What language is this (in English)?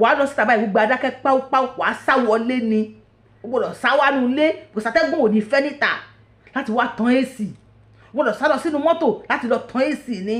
Yoruba